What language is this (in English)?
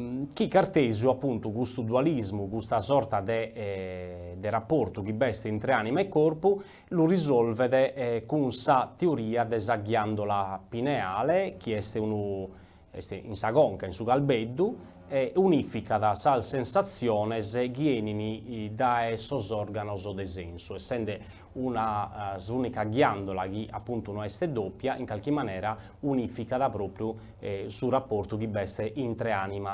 Sardinian